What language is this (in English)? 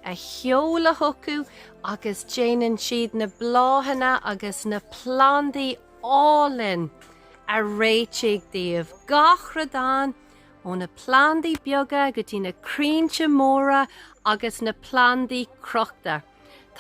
Irish